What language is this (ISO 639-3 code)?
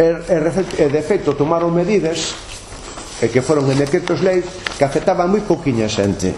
glg